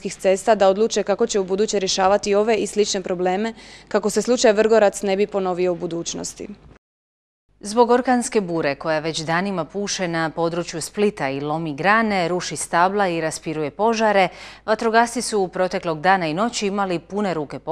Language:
Croatian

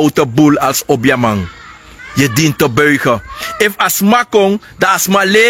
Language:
Sranan Tongo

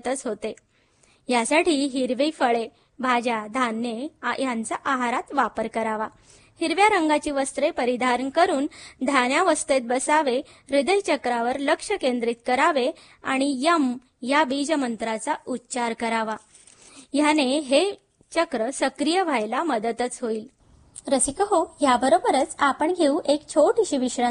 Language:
Marathi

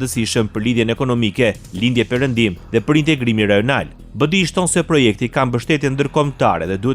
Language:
Albanian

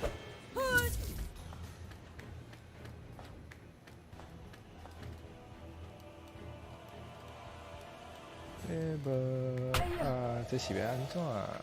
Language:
Min Nan Chinese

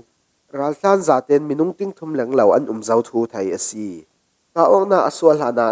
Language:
Falam Chin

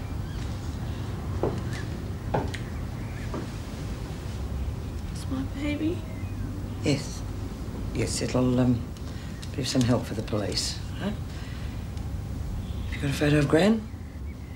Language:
English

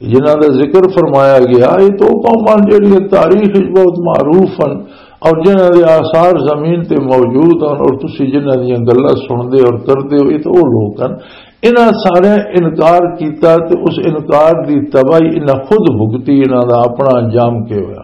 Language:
Western Panjabi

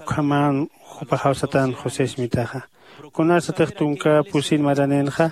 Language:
Aymara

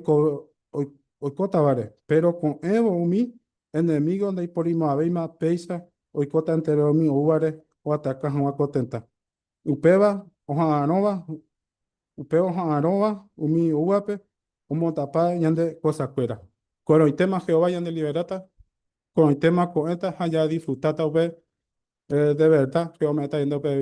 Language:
Guarani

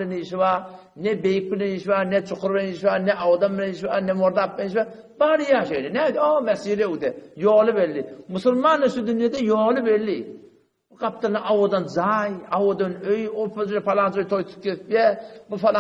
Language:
Turkmen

